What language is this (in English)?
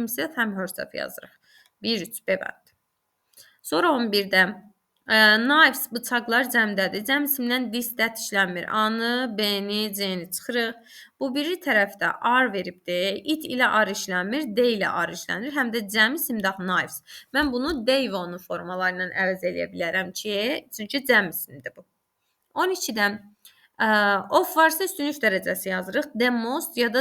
Azerbaijani